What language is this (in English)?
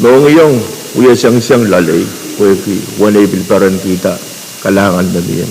Pohnpeian